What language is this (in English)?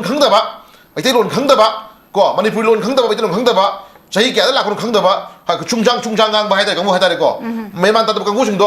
Manipuri